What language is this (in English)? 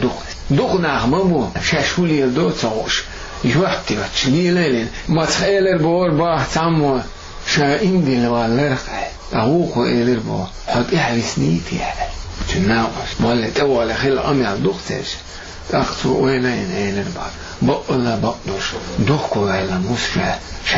Chechen